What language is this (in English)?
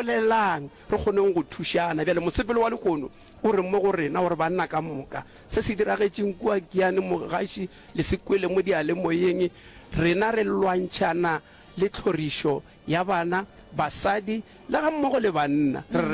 Northern Sotho